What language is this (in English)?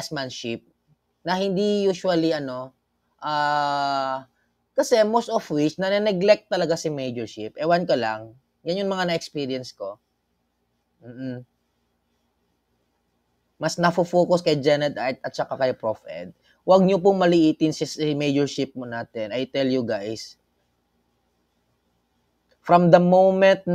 Filipino